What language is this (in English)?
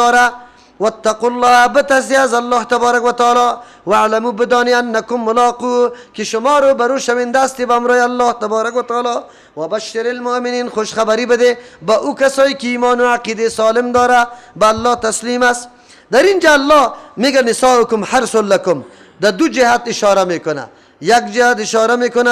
Persian